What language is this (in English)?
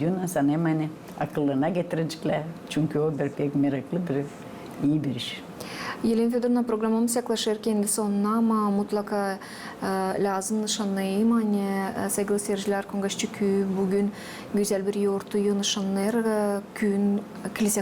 Gagauz